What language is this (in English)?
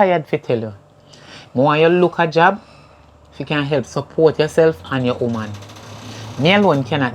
Jamaican Creole English